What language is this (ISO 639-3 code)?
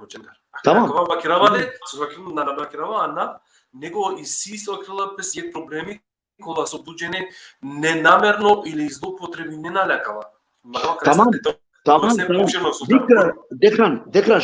rmn